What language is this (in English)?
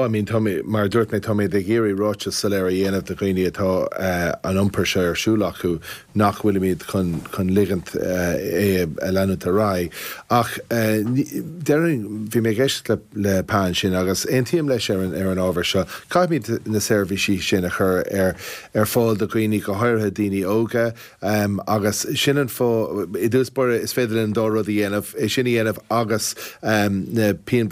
Irish